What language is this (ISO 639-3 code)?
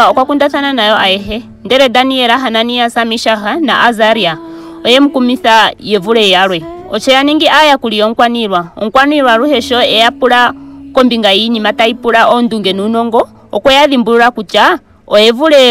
ndo